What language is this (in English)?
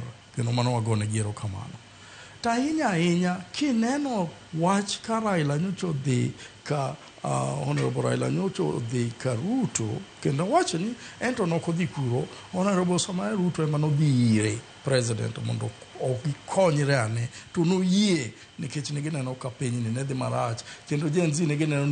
Luo (Kenya and Tanzania)